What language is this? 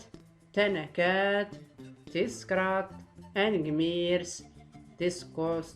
Tachelhit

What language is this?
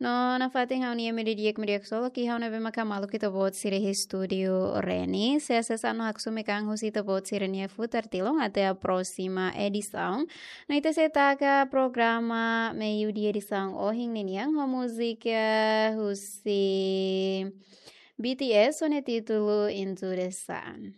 Tetum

